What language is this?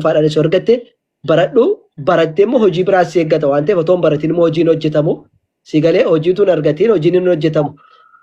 Oromo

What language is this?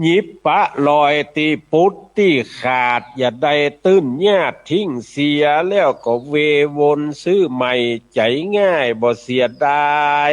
Northern Thai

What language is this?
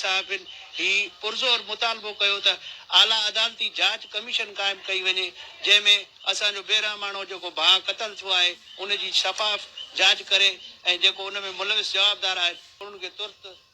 Sindhi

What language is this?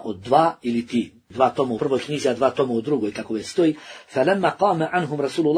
Bosnian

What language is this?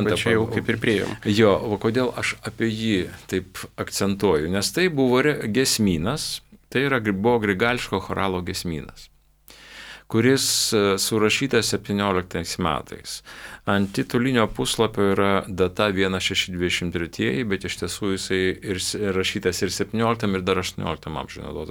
Lithuanian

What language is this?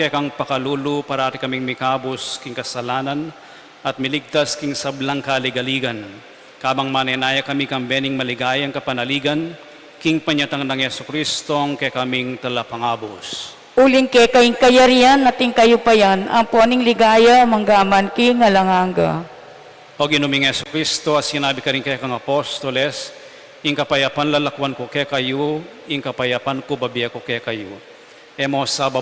Pampanga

